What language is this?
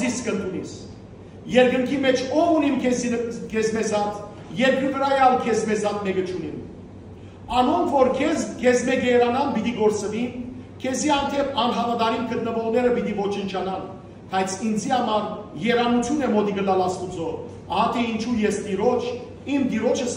Western Armenian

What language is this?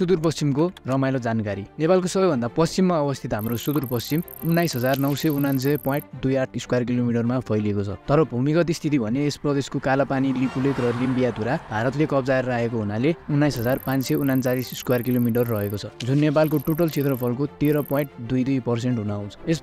Nepali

